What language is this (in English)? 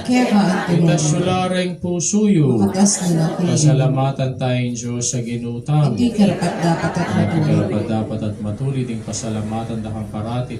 Pampanga